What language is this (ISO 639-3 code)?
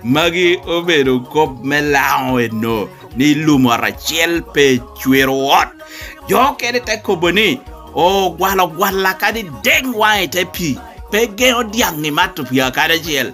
laj